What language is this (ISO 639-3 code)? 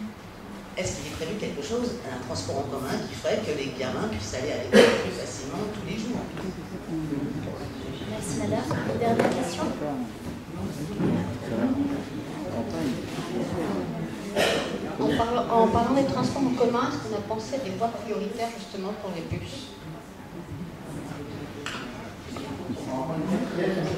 fra